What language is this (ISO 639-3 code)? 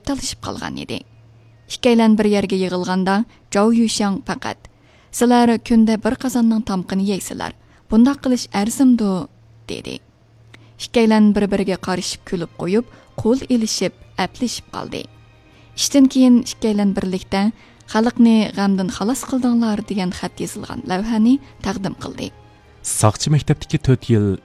uig